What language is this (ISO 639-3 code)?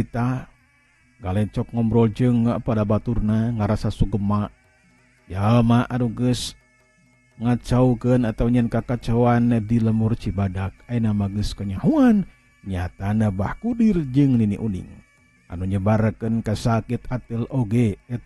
sun